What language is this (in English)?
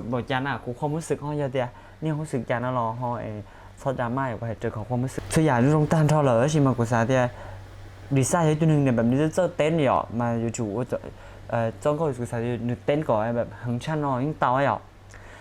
Hmong